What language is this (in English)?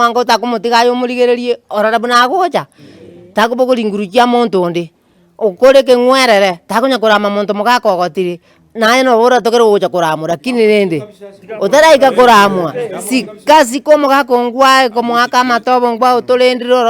Gusii